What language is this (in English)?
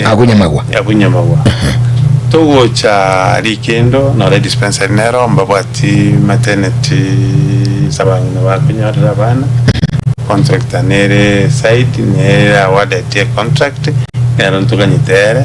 Gusii